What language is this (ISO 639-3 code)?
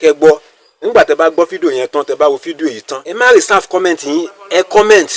yor